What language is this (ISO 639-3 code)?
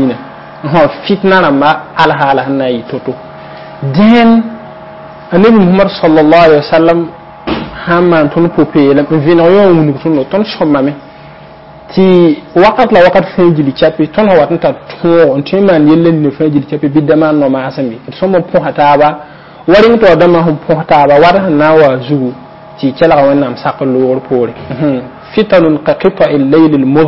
mos